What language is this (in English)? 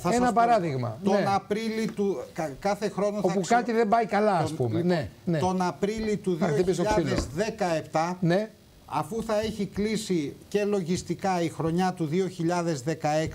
Greek